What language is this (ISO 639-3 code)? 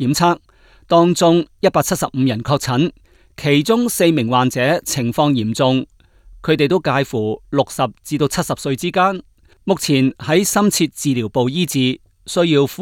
yue